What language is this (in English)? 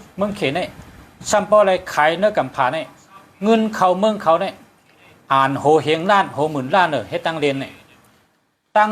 Shan